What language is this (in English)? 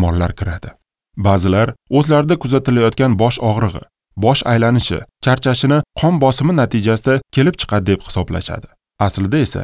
Uzbek